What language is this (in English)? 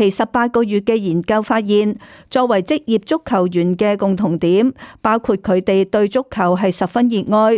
Cantonese